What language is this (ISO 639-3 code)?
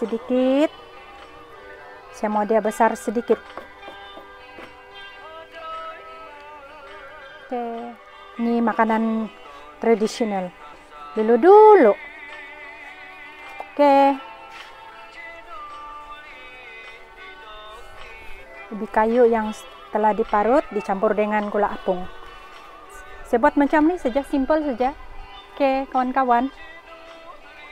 msa